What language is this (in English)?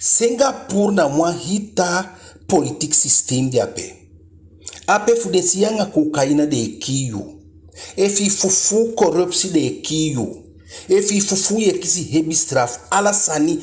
Eastern Maroon Creole